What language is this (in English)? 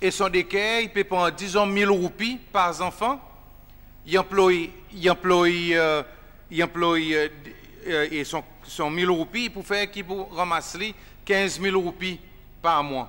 Seselwa Creole French